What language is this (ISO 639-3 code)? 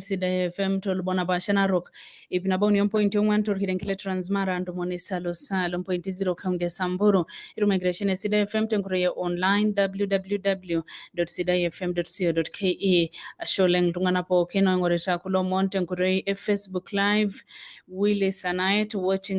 mas